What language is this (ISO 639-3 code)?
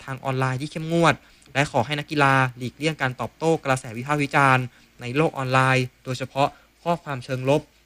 tha